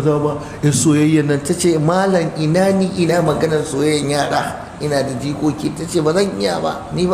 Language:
Hausa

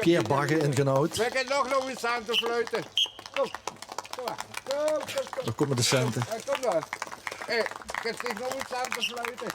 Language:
Limburgish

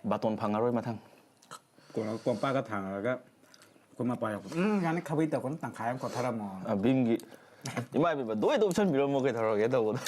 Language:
Manipuri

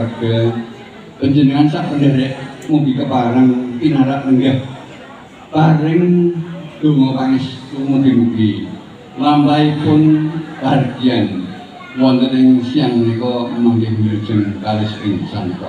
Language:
Javanese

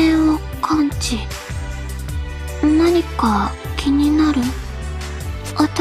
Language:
Japanese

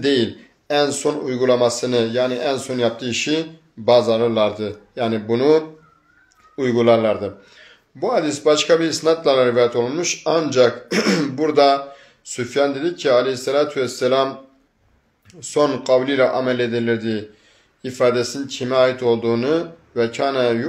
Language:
Turkish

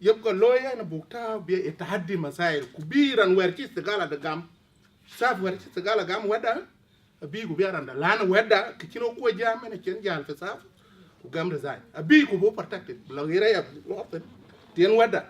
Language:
Dinka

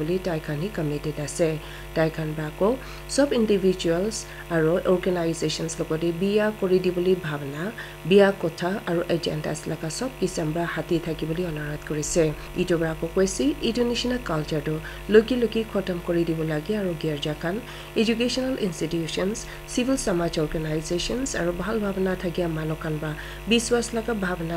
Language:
Naga Pidgin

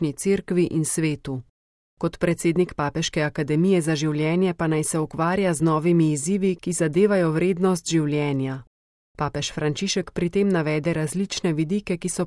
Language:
Slovenian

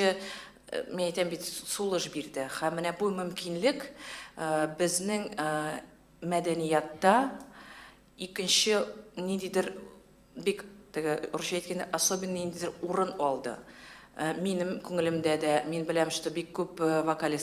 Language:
Tatar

